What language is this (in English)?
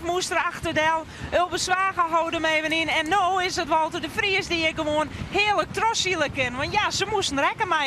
Western Frisian